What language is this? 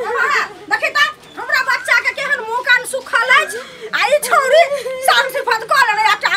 Maithili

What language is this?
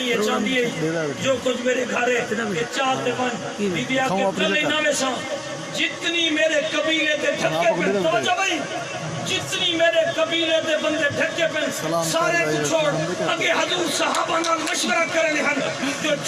Saraiki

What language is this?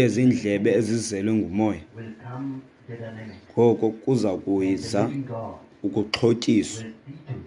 Xhosa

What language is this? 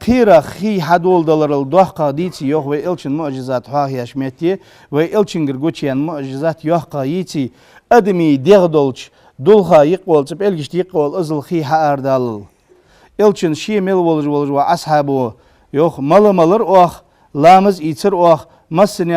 Ingush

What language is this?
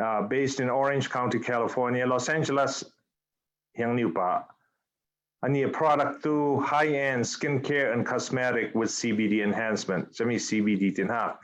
Falam Chin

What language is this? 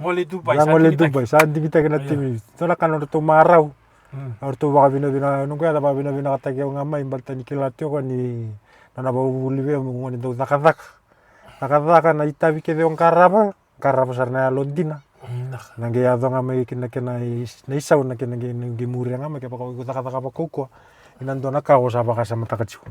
Fijian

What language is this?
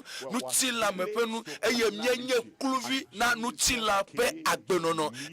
Ewe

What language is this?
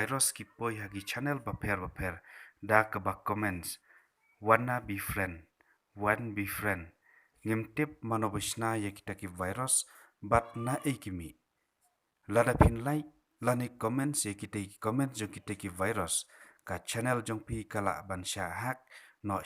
Khasi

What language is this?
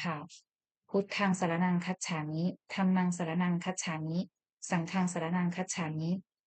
Pali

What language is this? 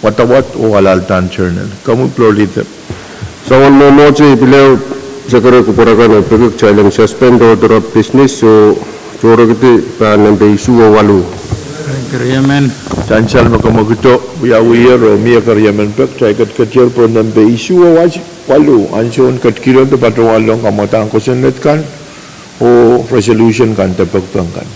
Pohnpeian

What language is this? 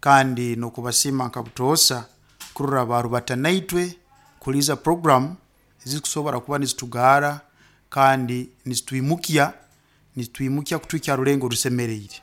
Nyoro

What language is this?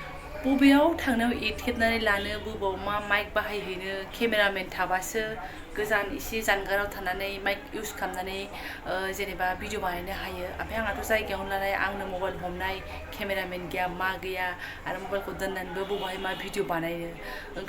Bodo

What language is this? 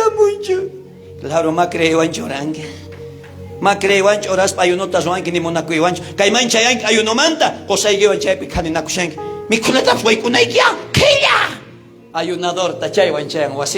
South Bolivian Quechua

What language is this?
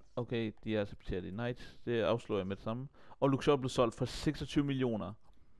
Danish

